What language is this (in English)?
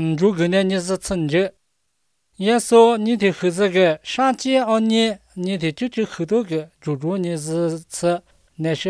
Chinese